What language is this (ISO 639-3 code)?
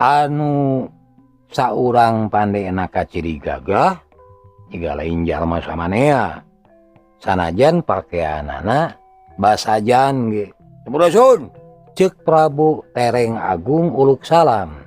sun